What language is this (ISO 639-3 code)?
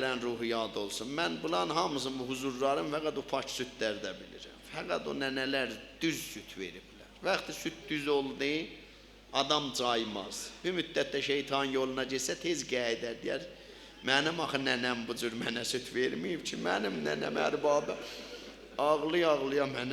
azb